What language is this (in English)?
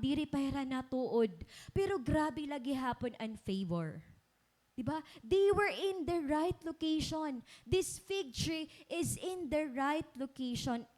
Waray